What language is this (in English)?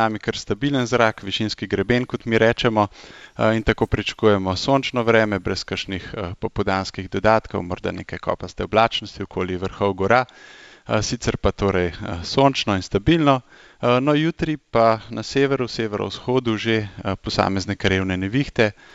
Slovenian